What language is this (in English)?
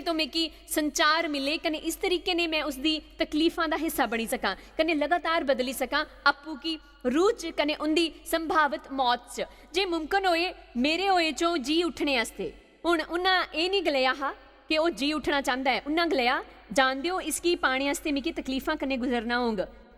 Dogri